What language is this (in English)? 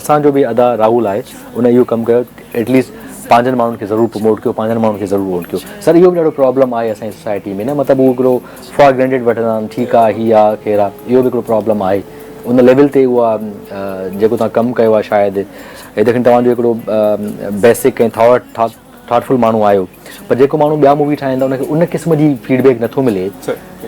Sindhi